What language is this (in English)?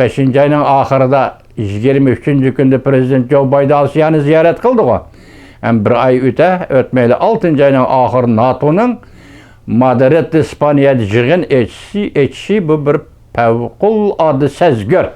Uyghur